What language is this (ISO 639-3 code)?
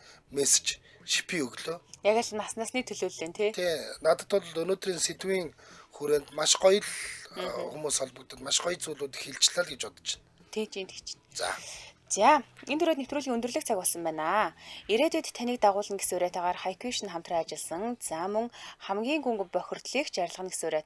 mon